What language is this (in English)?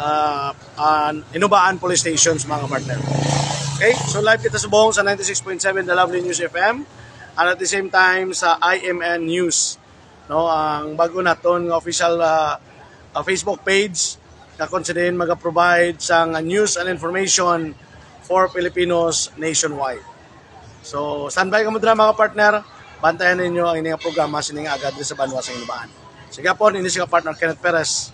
Hiligaynon